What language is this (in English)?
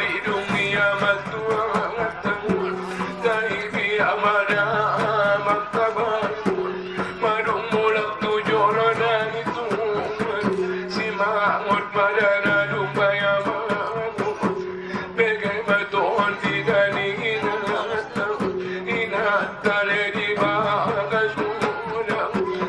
Batak Angkola